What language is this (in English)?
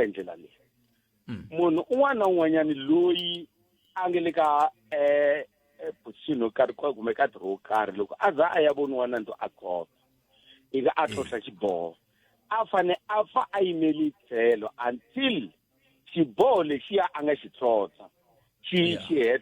Tsonga